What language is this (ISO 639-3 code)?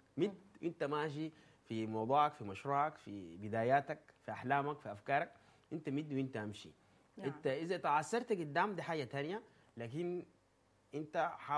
apd